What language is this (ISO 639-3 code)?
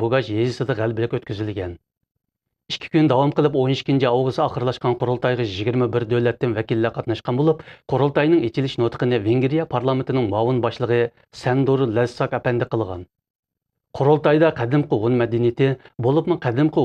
uig